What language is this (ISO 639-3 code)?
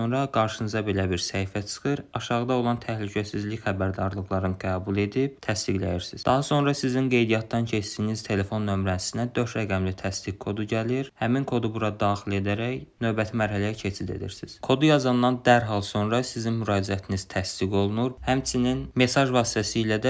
aze